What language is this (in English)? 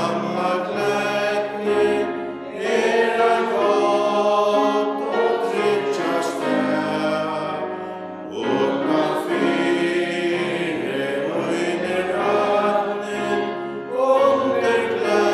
Faroese